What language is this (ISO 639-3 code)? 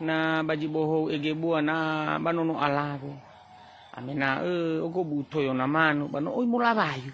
nia